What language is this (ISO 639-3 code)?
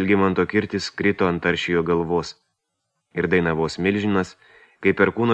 lit